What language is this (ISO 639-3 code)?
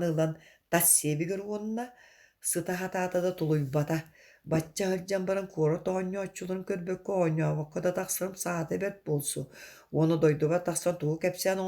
sah